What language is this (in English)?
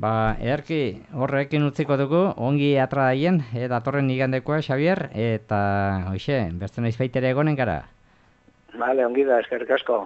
Basque